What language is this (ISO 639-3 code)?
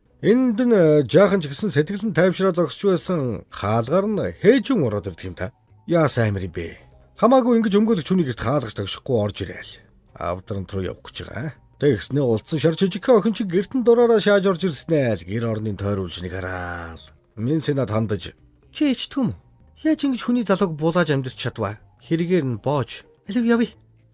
mon